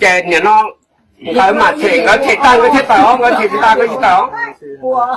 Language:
Hmong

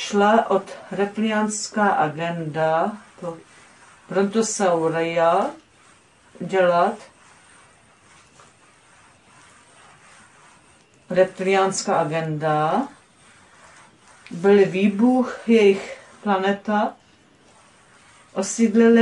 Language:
Czech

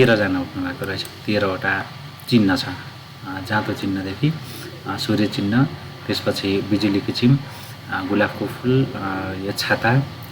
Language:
Nepali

